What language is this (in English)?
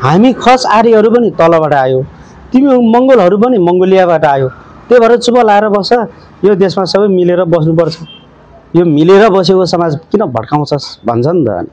Nepali